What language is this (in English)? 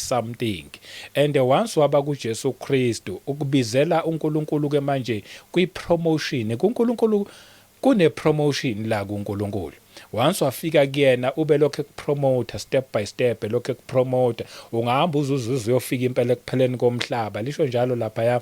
Zulu